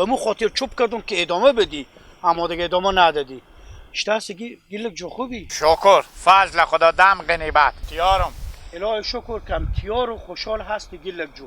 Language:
Hazaragi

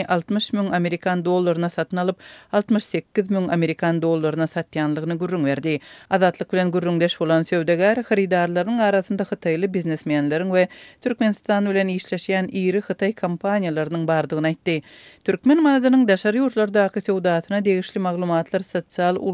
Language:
Turkmen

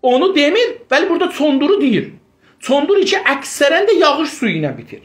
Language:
South Azerbaijani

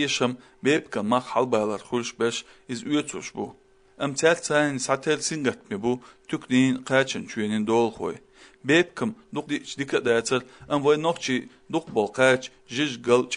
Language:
Chechen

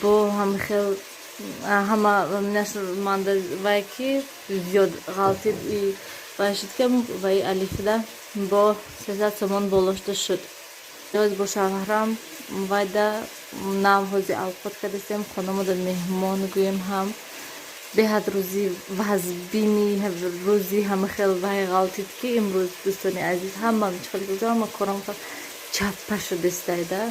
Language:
Tajik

